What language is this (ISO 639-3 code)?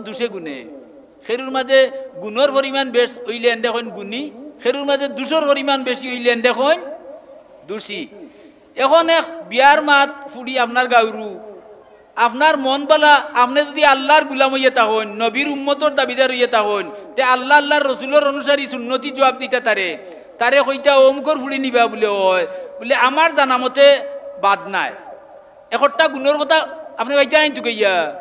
syl